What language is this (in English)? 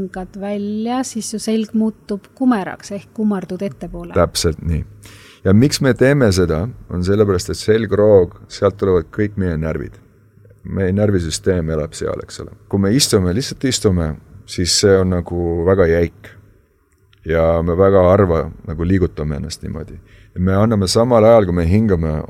Estonian